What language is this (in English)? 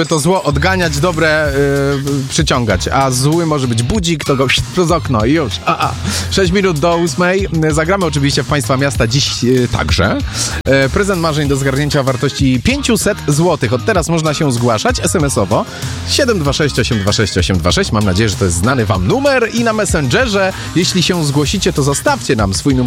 Polish